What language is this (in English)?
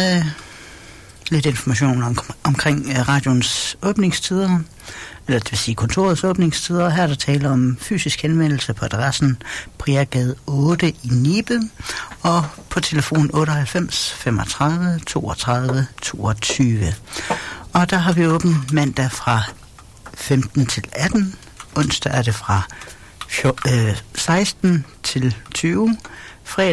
Danish